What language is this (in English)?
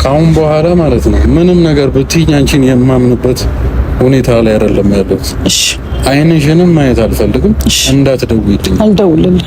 Amharic